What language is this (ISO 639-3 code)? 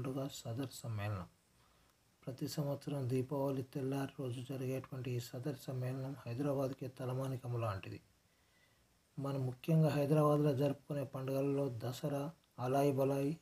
tel